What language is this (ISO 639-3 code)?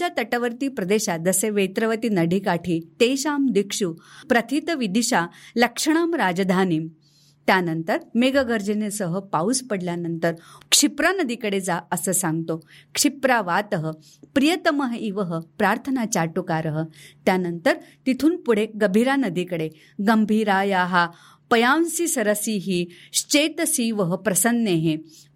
mar